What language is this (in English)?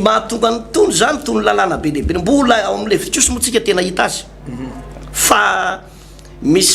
Malagasy